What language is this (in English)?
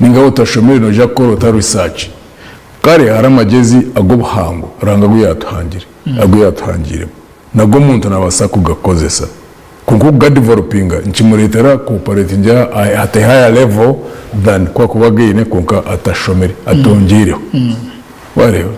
Nyankole